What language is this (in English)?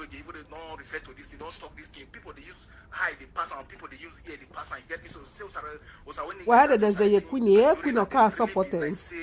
Nigerian Pidgin